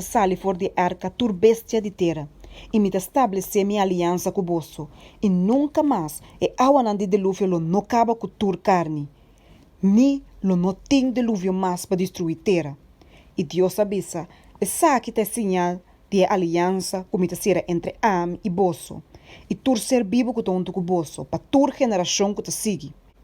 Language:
Papiamento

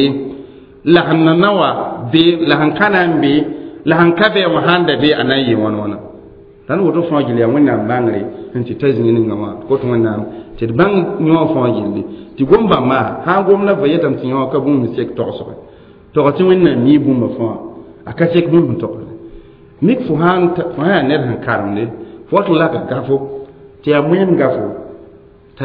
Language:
Mossi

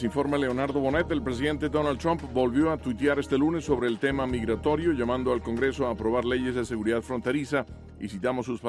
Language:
Spanish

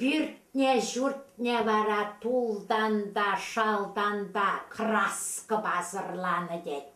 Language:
Chuvash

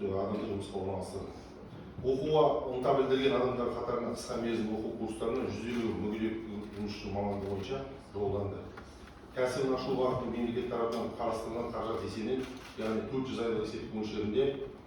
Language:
Kazakh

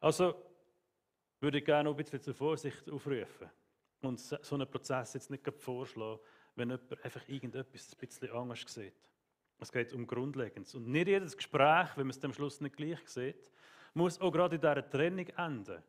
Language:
Swiss German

